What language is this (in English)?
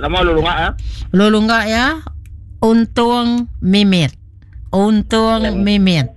Iban